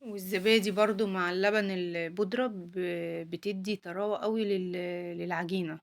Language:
Egyptian Arabic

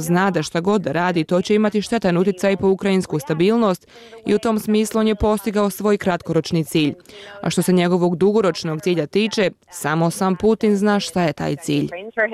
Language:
Bosnian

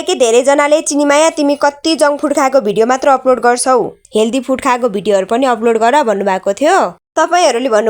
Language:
Nepali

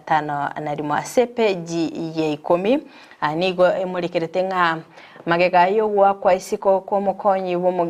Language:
Gusii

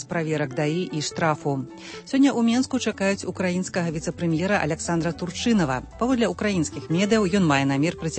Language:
Belarusian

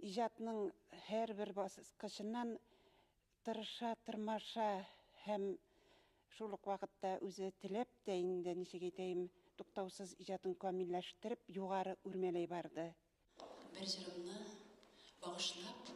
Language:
Bashkir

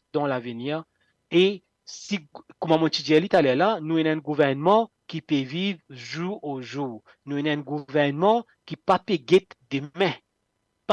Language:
Morisyen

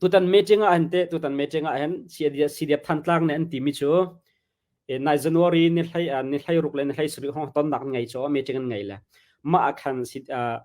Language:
Hakha Chin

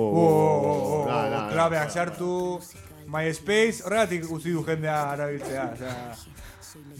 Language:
Basque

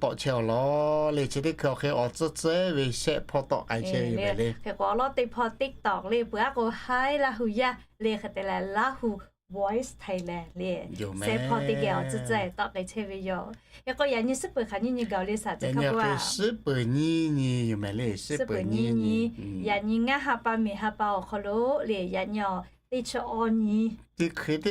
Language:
Lahu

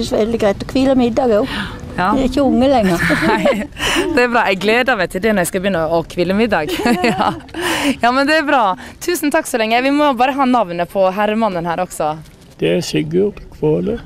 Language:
Norwegian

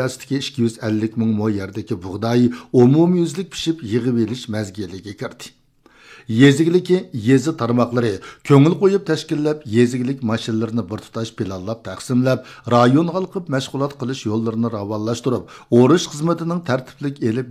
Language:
Uyghur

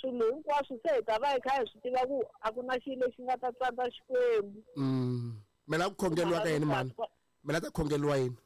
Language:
Tsonga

